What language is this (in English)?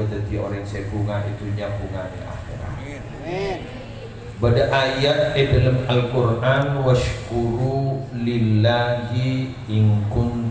Madurese